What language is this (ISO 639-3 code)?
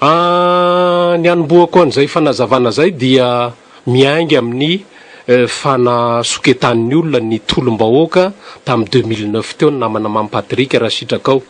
mlg